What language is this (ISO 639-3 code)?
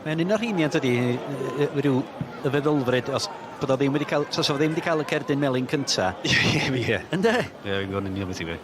cym